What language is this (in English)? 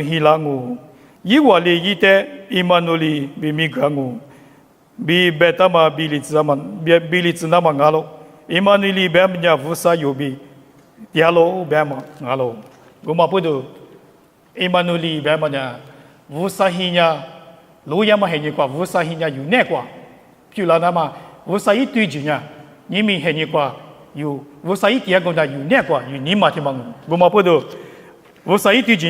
Lisu